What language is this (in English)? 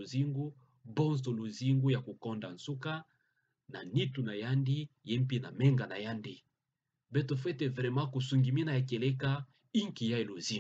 Kituba (Democratic Republic of Congo)